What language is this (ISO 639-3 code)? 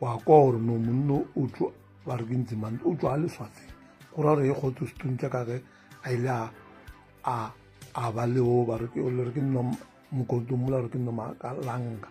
nso